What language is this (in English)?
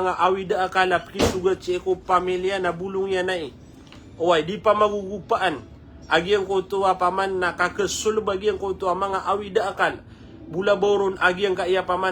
Maranao